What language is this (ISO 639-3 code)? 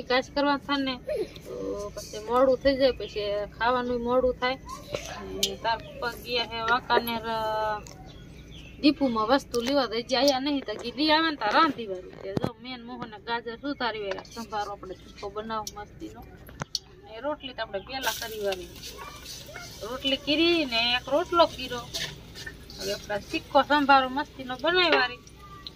guj